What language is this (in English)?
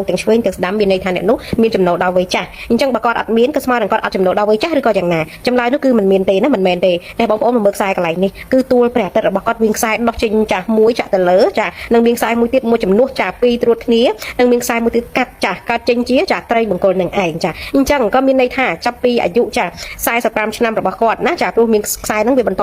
Khmer